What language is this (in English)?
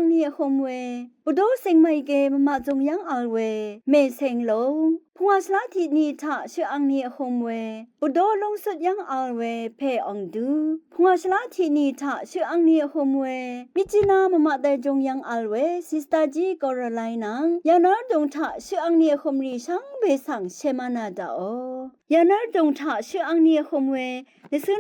Rawang